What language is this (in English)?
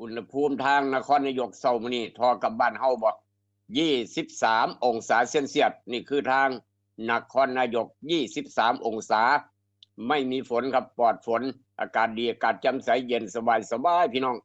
Northeastern Thai